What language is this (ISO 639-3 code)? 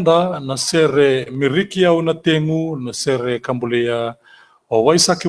fij